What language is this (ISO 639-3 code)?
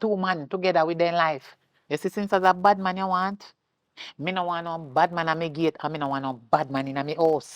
jam